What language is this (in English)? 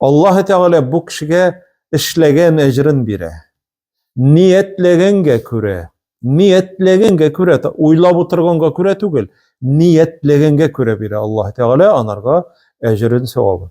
Tatar